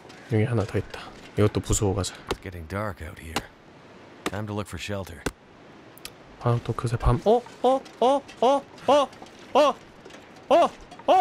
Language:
Korean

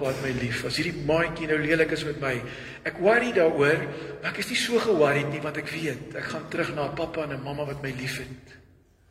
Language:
Afrikaans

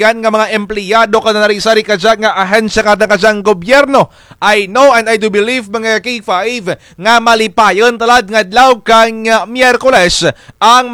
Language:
Kinaray-a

